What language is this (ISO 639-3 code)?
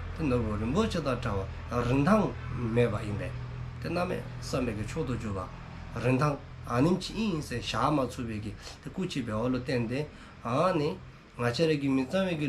dzo